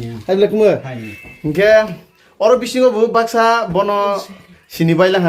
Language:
Kok Borok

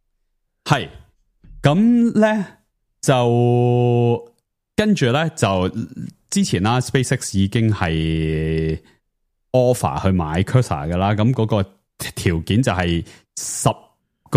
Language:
Cantonese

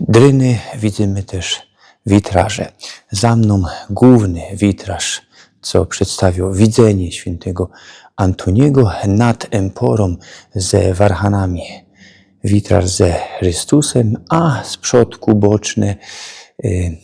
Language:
Silesian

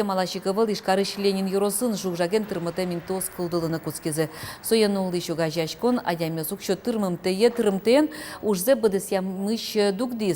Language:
Udmurt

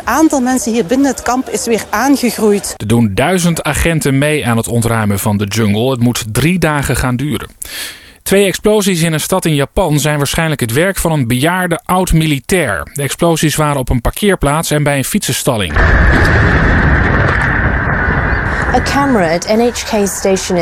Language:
Dutch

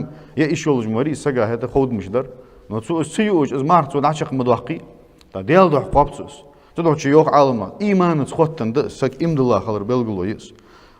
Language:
Ingush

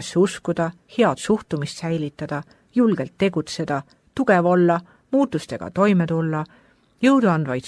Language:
Estonian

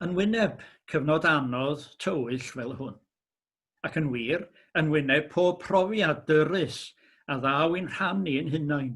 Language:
Welsh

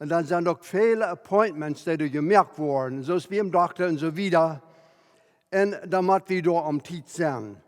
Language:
Plautdietsch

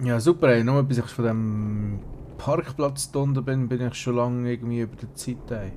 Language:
Swiss German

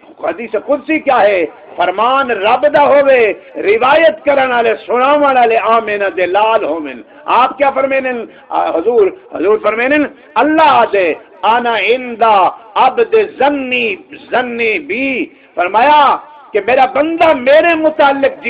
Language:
Saraiki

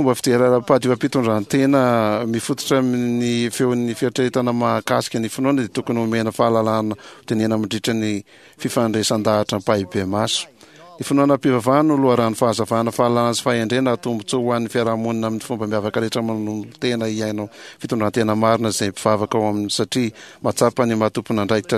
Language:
Malagasy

